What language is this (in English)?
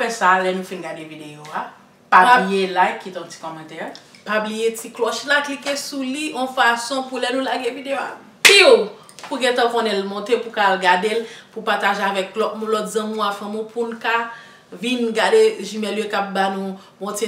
Haitian Creole